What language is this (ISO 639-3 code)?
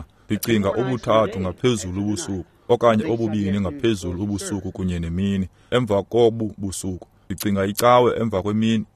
xho